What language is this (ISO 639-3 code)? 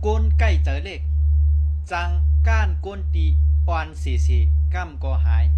shn